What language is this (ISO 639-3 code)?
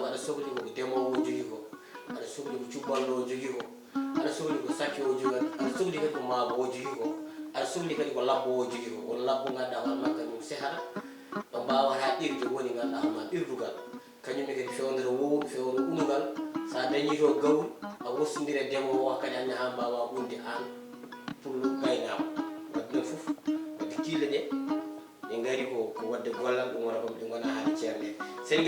ful